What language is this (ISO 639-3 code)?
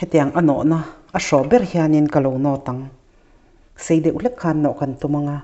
lus